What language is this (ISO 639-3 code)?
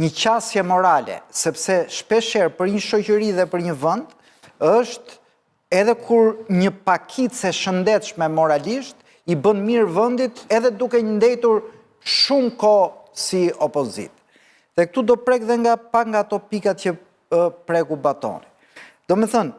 sqi